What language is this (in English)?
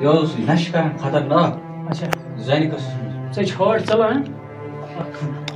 Kashmiri